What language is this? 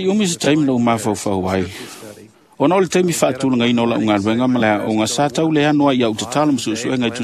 Samoan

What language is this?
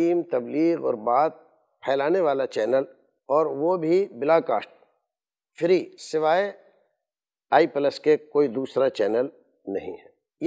Urdu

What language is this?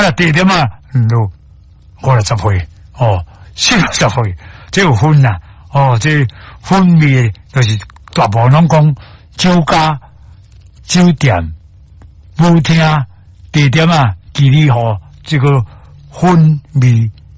Min Nan Chinese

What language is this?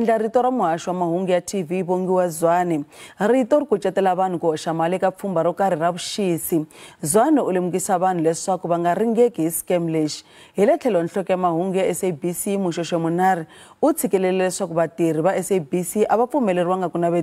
Tsonga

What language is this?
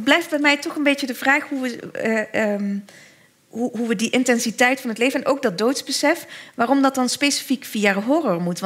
Dutch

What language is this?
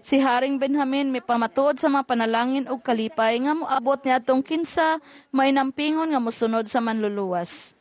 Cebuano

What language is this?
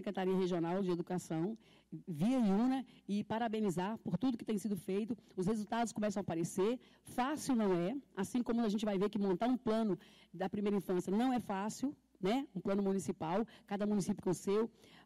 Portuguese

